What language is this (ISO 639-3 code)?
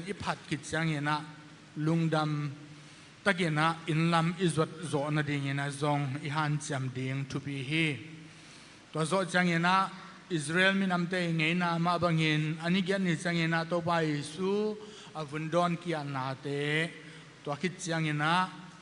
ctd